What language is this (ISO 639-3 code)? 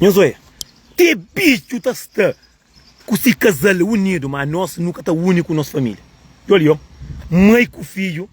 kea